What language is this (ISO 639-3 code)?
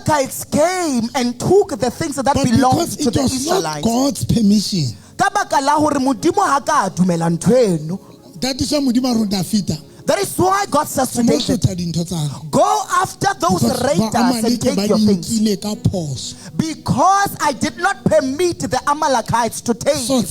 sot